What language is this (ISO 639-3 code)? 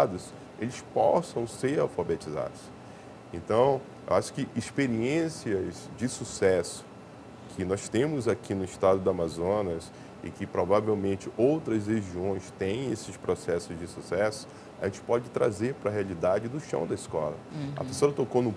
por